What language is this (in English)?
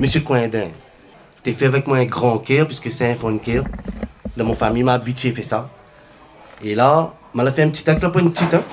Réunion Creole French